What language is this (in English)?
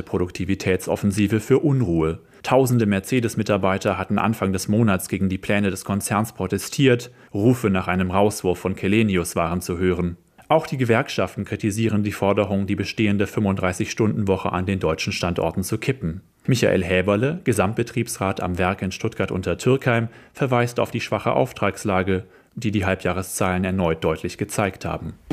German